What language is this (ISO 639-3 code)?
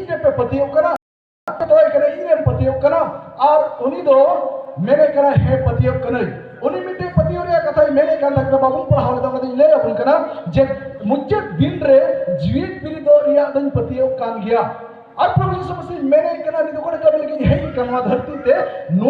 sat